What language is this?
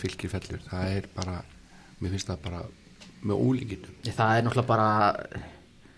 Icelandic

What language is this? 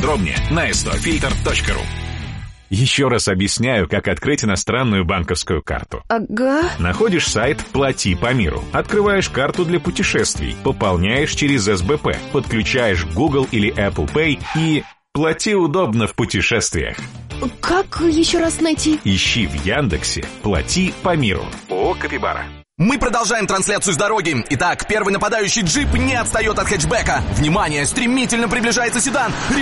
Russian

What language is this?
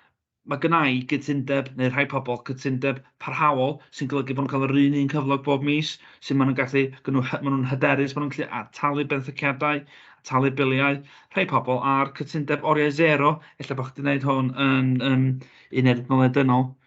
Welsh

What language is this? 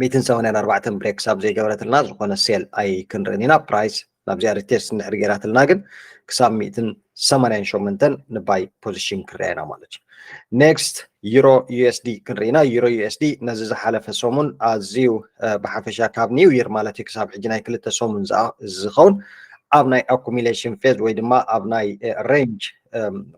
Tigrinya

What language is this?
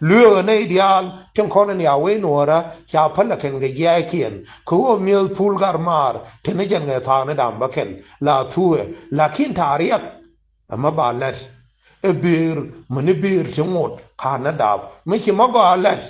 Nuer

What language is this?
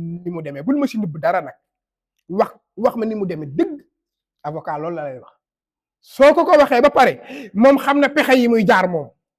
Wolof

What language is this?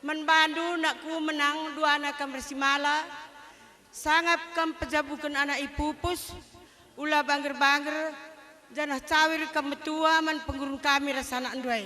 Batak Karo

